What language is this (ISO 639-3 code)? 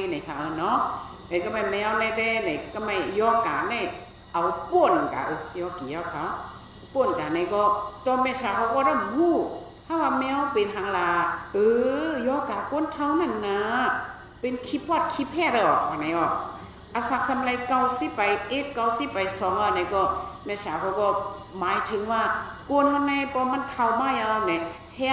shn